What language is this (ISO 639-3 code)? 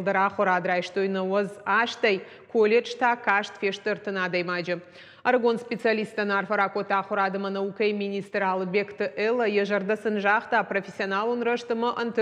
oss